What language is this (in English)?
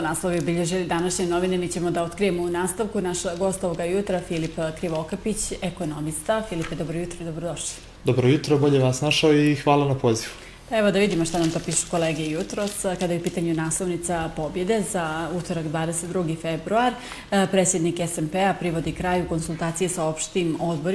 Bosnian